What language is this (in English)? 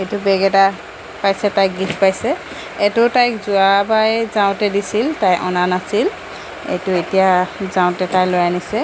Assamese